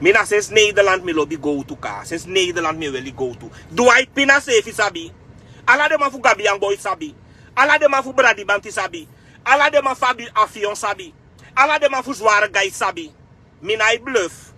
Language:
Sranan Tongo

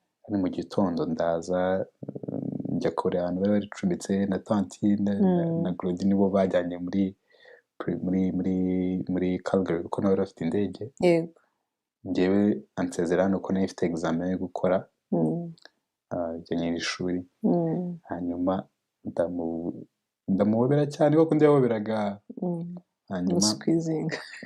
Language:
Kinyarwanda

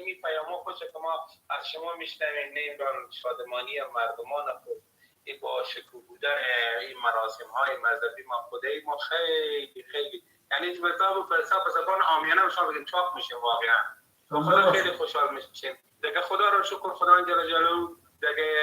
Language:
Persian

